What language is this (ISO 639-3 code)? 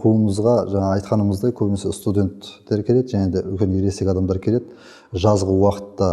kaz